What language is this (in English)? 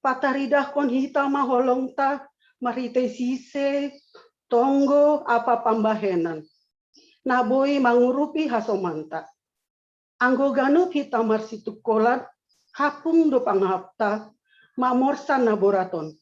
Batak Simalungun